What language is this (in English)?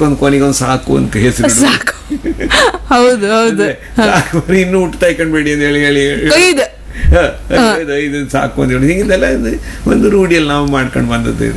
Kannada